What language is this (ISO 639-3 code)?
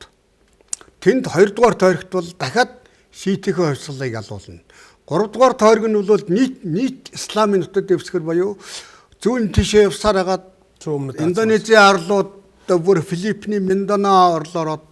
mon